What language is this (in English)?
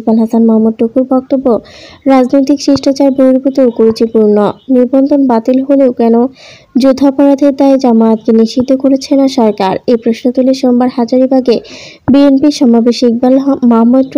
Bangla